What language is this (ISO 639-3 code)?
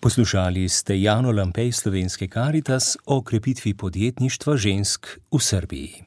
slv